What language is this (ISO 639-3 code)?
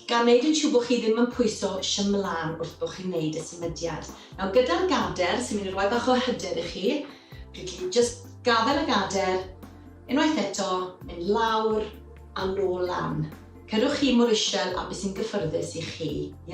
cym